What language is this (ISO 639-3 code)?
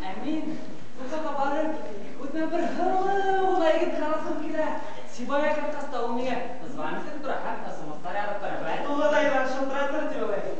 bak